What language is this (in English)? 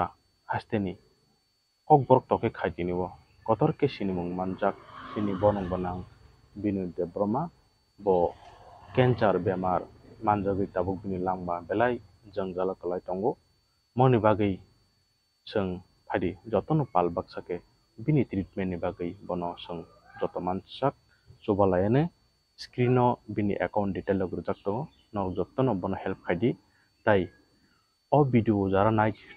Kok Borok